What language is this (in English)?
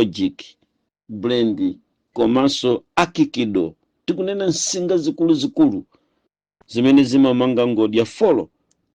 Nyanja